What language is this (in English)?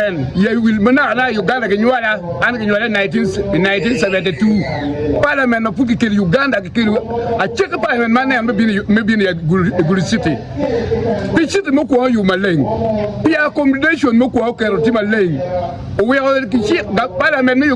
Acoli